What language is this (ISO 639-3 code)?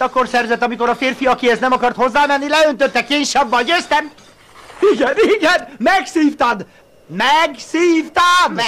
hun